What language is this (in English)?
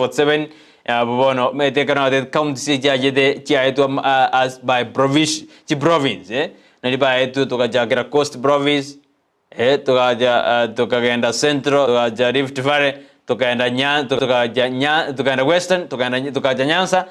Gusii